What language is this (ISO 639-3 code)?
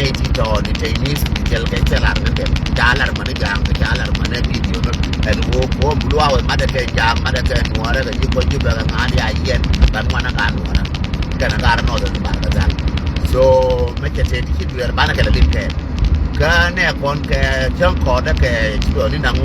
nus